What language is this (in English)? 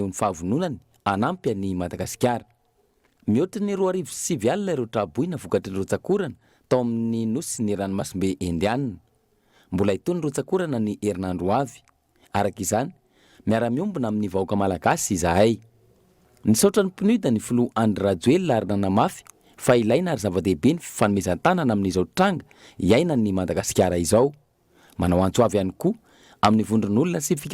Malagasy